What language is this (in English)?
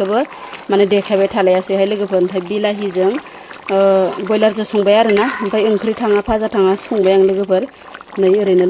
Bodo